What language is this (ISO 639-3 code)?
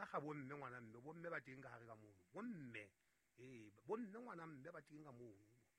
sot